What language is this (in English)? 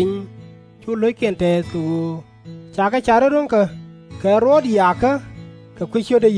Nuer